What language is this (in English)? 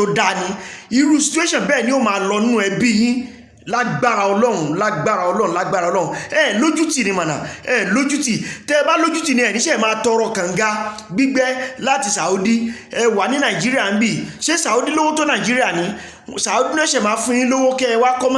Yoruba